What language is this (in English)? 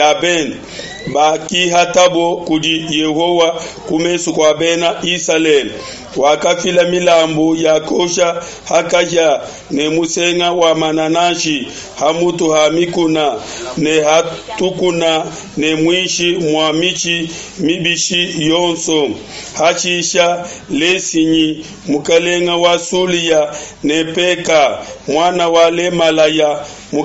Luba-Lulua